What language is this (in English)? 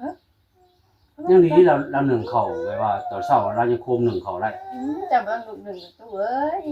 Northeastern Thai